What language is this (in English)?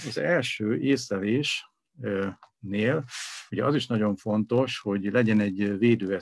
Hungarian